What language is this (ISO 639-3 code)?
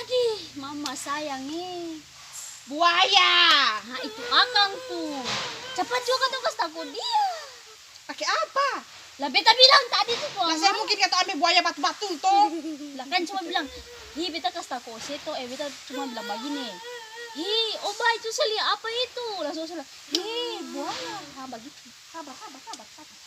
abs